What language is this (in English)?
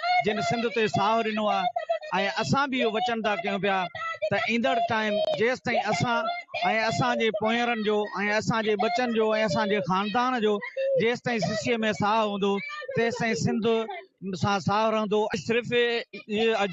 Sindhi